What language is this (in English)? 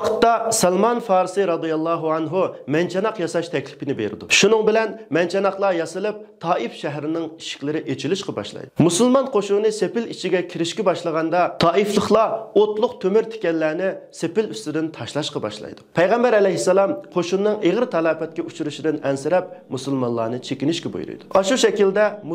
Uyghur